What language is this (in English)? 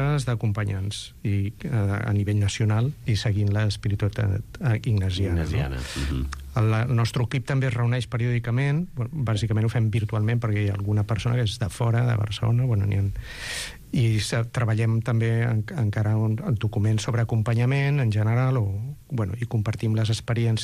Catalan